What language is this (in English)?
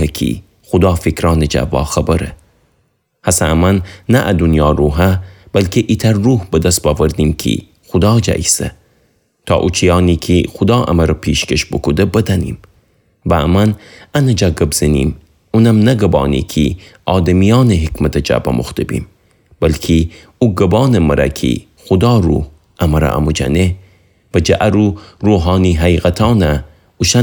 Gilaki